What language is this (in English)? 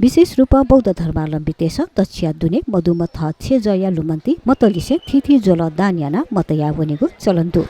Newari